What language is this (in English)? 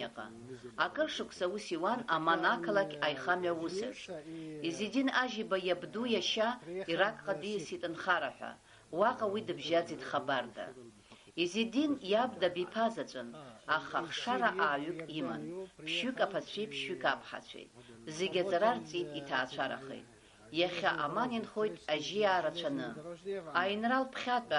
Abkhazian